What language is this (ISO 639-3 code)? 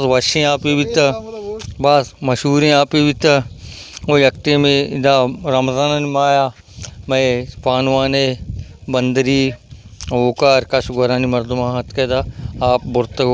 bal